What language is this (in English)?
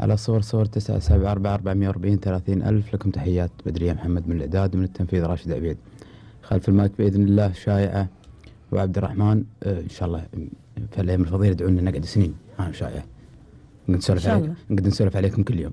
Gulf Arabic